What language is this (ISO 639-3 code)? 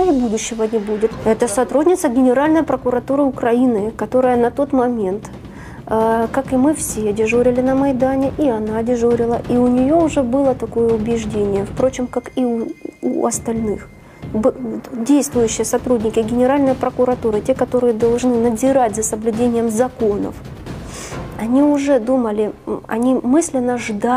rus